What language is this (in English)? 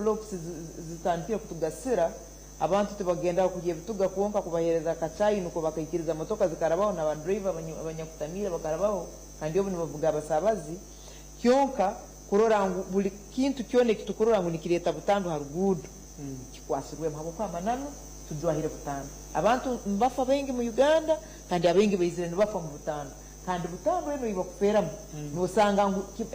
Nyankole